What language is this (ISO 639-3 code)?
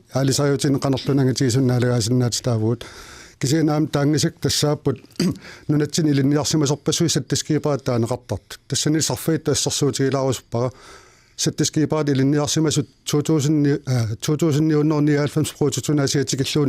kal